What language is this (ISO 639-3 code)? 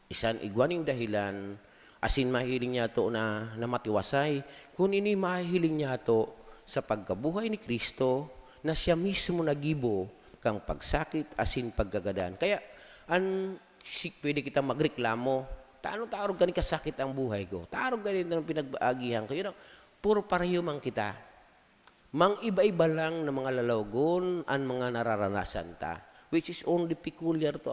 bik